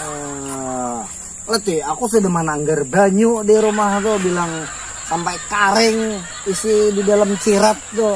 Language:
Banjar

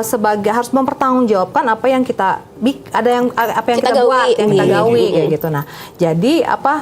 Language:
Banjar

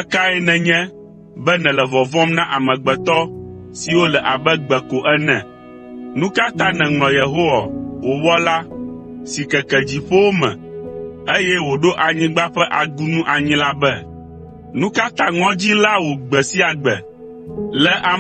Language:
Ewe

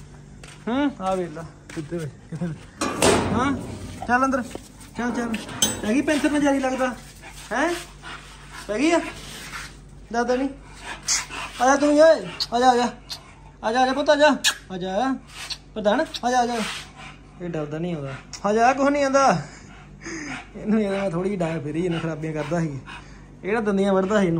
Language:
Punjabi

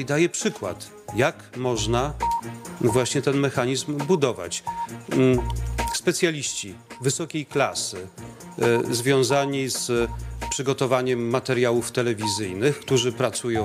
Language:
Polish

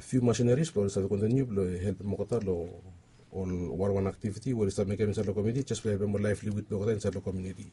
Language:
Bislama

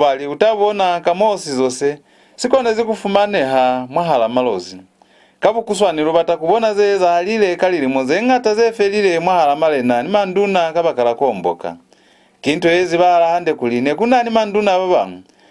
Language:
Lozi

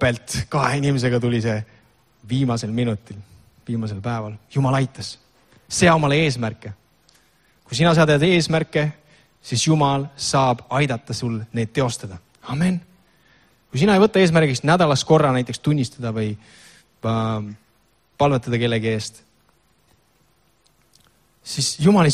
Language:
Estonian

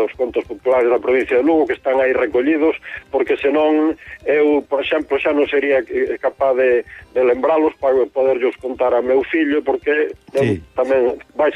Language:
Galician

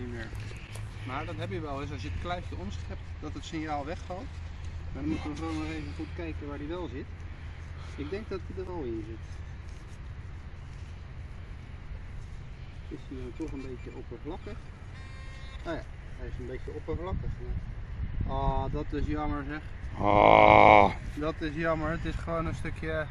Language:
Dutch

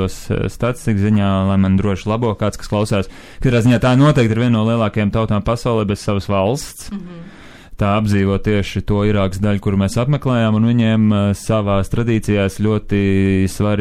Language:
Latvian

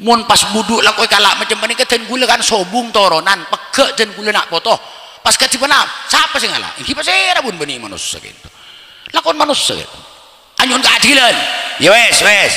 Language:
Madurese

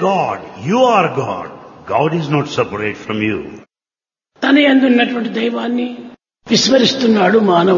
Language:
Telugu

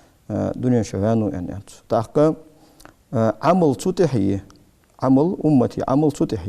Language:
Ingush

